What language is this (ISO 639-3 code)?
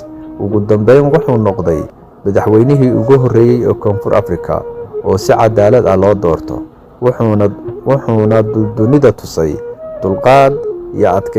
som